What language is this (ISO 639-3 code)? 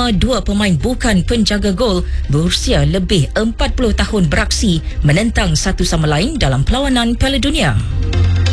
msa